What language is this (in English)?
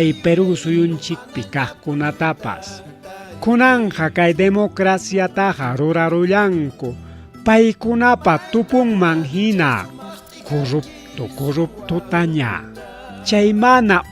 Ayacucho Quechua